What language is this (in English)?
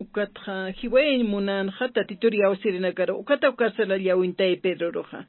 Aymara